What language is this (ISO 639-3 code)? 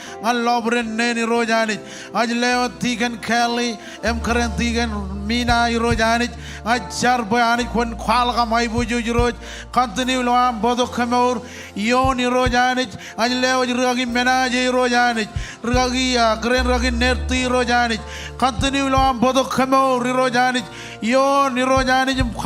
mah